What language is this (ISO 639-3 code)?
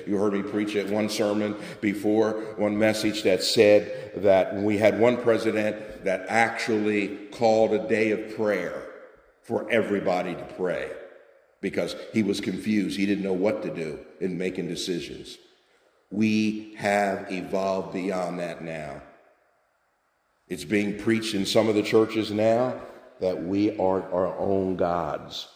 eng